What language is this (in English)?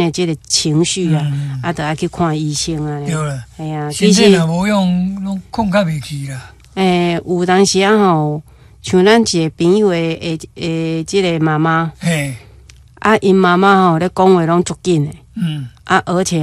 Min Nan Chinese